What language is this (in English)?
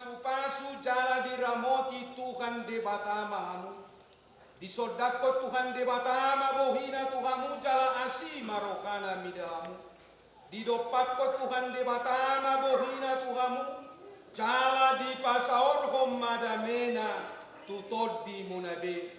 Batak Toba